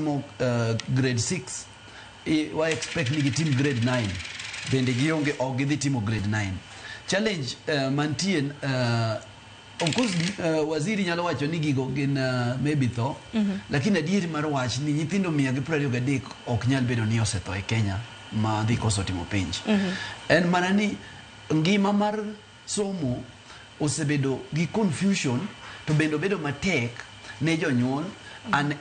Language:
Luo (Kenya and Tanzania)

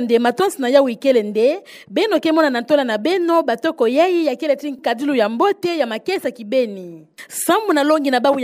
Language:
Kituba (Democratic Republic of Congo)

